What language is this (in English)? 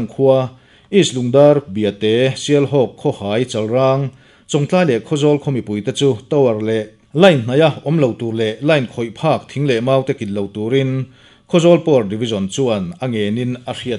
Mizo